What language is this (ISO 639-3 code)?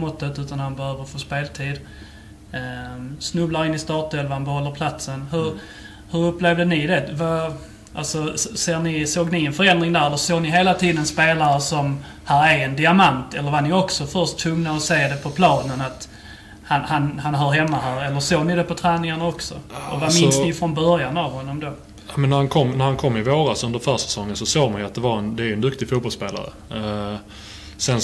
swe